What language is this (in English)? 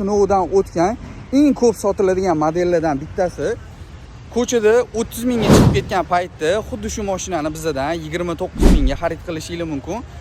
Uzbek